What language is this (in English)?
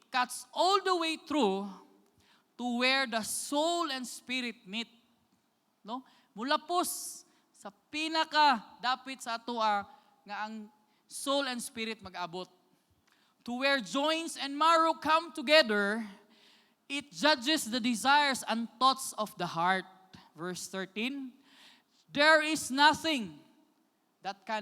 Cebuano